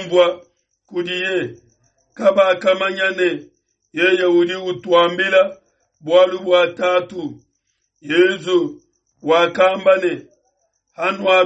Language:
Luba-Lulua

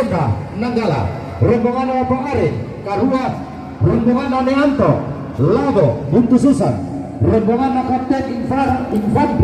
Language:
Toraja-Sa'dan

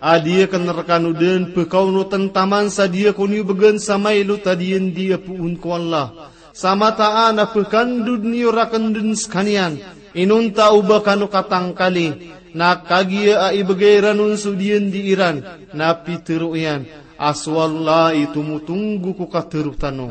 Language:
Maranao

